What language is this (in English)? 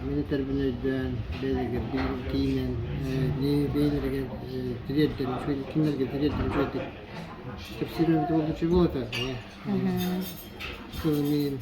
Yakut